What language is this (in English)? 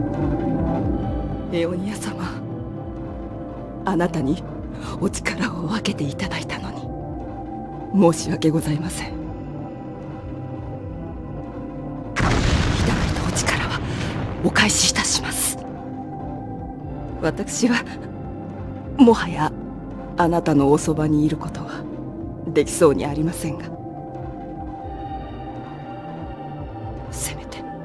Japanese